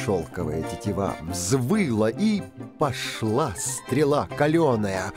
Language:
Russian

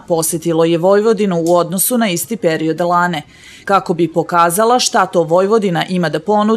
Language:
Serbian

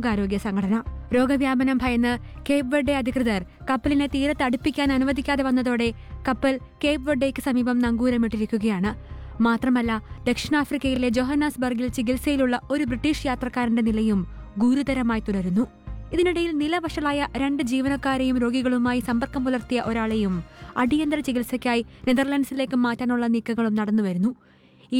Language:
Malayalam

